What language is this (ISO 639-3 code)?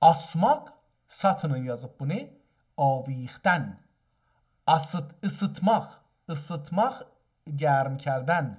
azb